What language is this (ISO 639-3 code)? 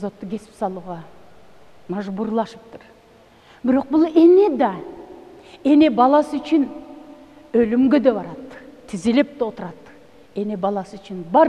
kir